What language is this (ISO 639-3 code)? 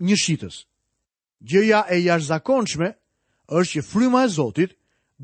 sqi